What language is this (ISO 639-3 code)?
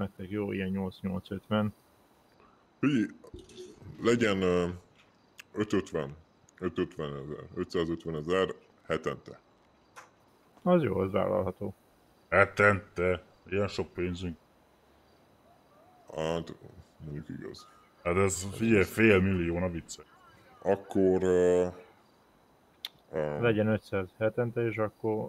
hun